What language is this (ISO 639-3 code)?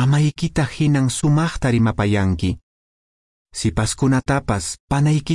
que